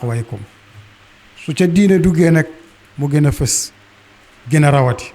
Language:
Wolof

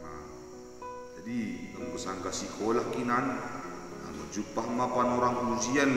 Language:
Batak Simalungun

